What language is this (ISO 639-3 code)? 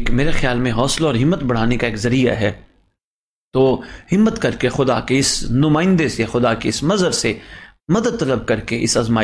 urd